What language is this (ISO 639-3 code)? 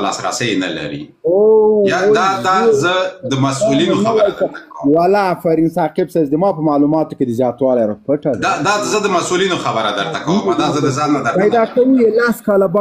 pus